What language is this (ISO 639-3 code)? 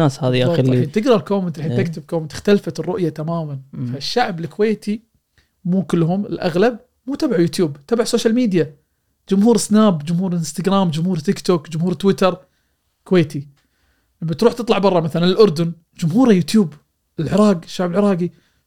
afb